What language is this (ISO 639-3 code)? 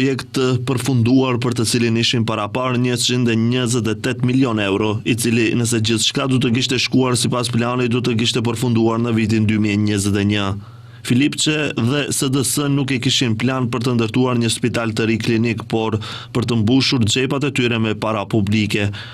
sqi